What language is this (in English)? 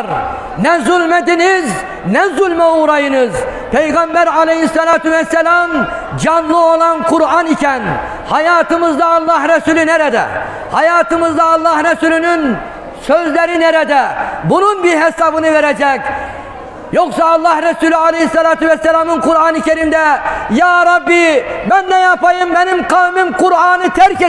Turkish